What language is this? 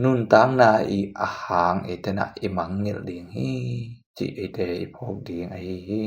Tedim Chin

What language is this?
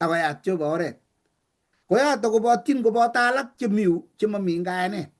Kalenjin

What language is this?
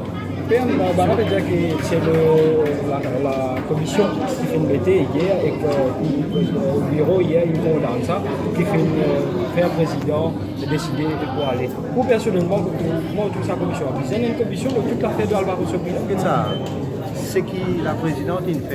Morisyen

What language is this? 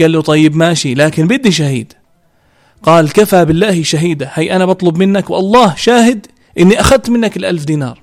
North Levantine Arabic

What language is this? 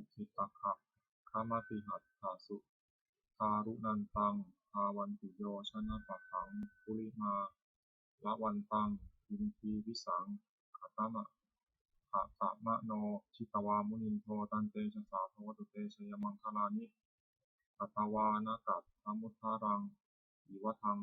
Pali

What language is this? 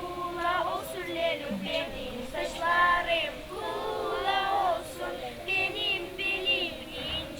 Gagauz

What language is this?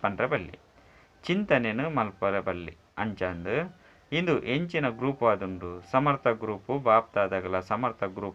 Tulu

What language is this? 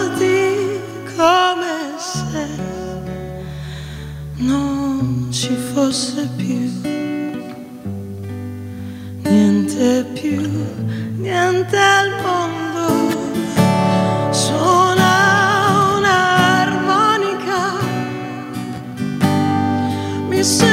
Italian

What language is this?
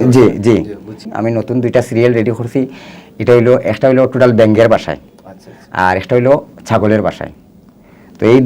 Sylheti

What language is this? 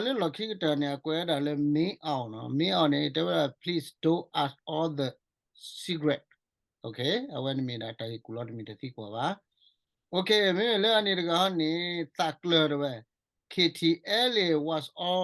S'gaw Karen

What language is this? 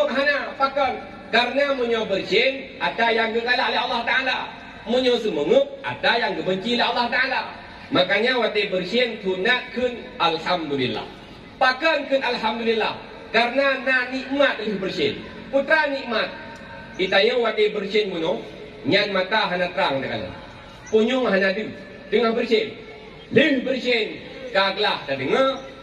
Achinese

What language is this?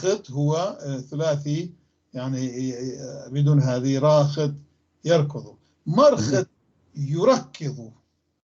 North Levantine Arabic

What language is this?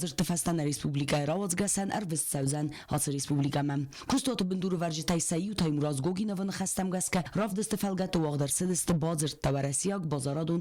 Ossetic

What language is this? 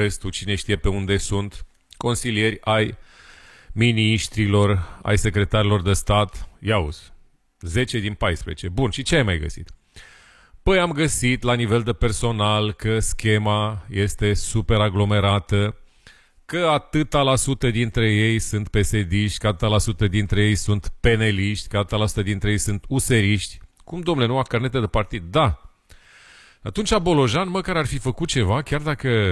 Romanian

